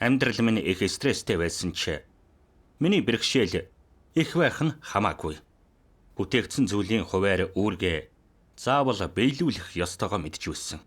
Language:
Mongolian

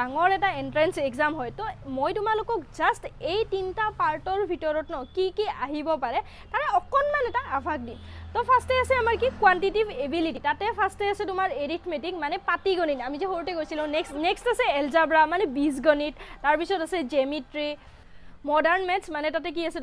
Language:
Assamese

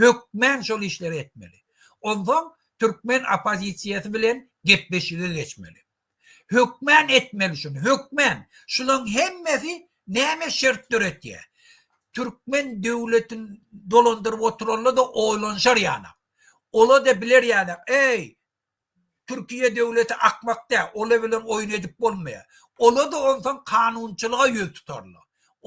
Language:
Turkmen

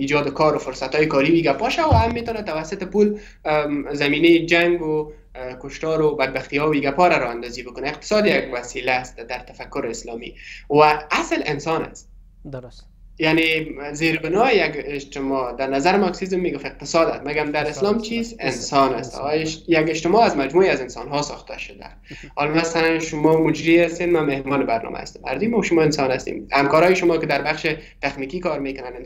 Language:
Persian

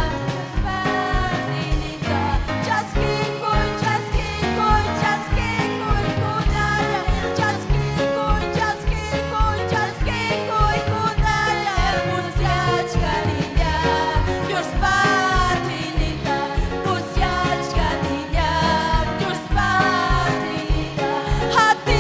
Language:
Ayacucho Quechua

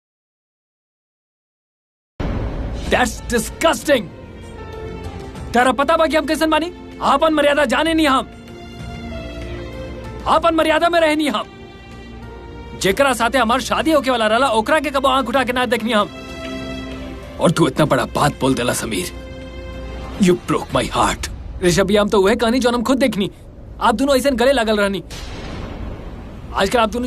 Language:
Bhojpuri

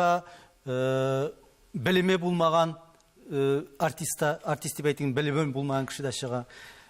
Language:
Tatar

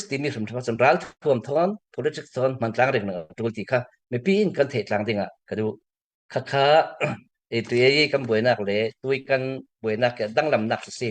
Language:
Falam Chin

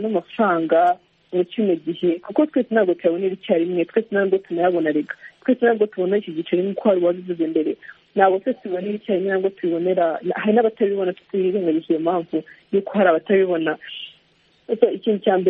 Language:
Kinyarwanda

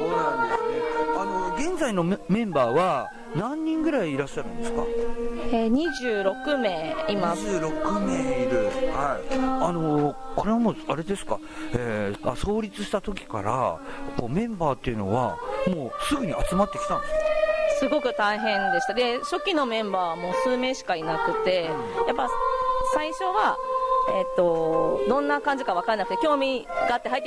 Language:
Japanese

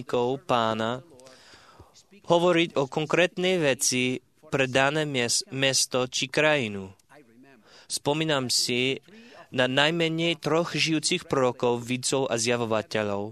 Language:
Slovak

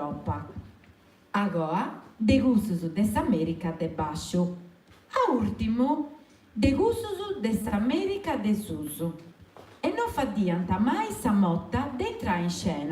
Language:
Sardinian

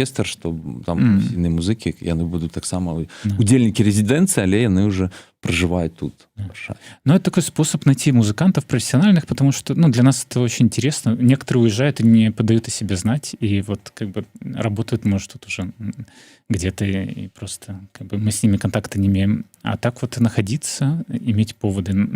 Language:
Belarusian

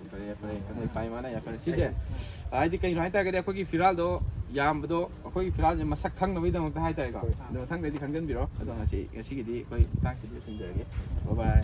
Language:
Manipuri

